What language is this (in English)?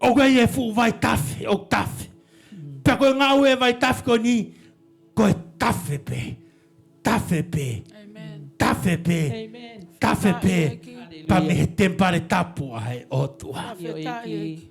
Tongan